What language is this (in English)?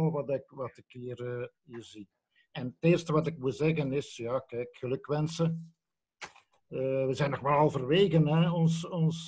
Dutch